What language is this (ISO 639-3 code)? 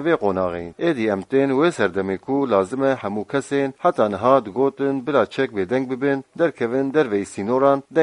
kur